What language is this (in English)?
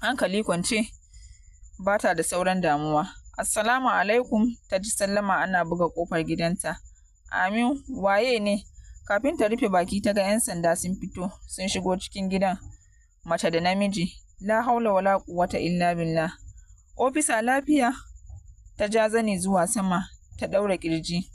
Hausa